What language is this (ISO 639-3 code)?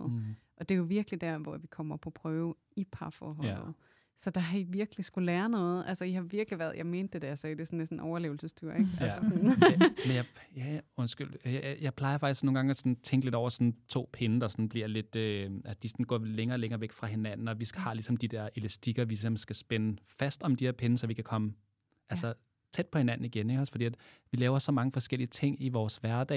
dan